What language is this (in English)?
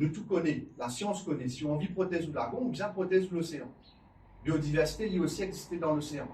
Morisyen